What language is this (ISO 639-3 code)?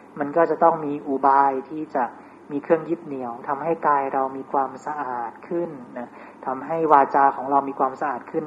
tha